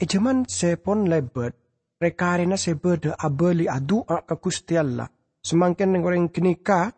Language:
Madurese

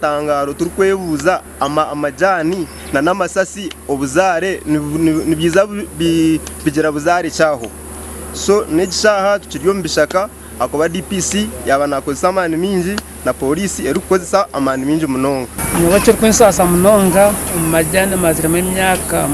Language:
Nyankole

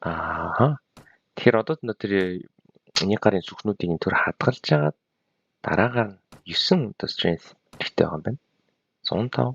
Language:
Mongolian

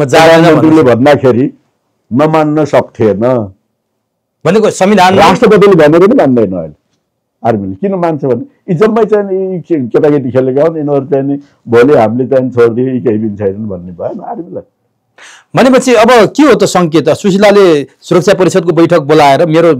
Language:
Nepali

